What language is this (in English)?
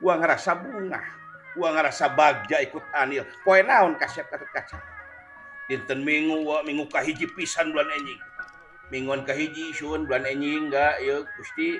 Sundanese